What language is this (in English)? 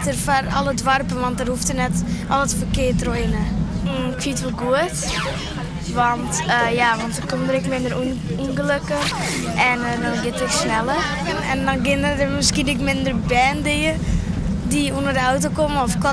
Western Frisian